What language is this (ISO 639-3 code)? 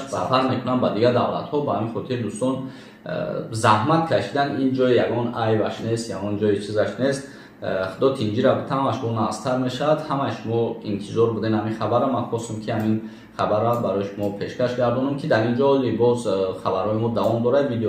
tgk